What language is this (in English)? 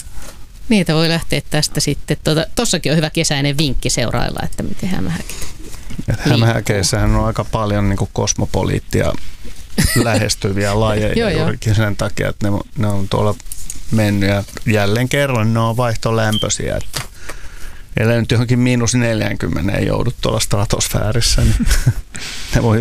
Finnish